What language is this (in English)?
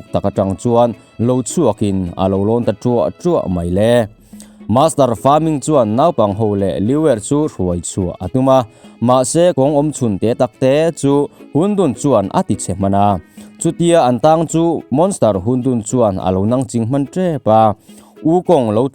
Mizo